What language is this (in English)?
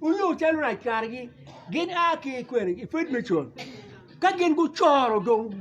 Acoli